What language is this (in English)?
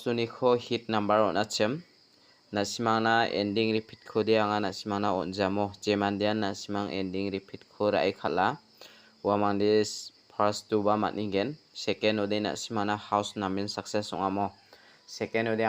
Garo